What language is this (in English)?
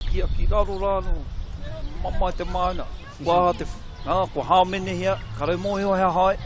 Māori